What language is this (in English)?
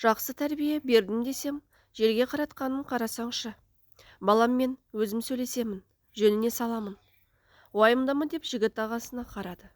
Kazakh